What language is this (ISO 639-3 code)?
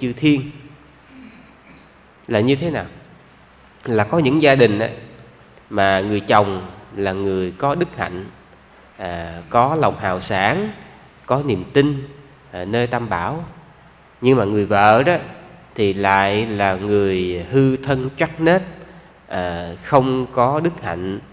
vie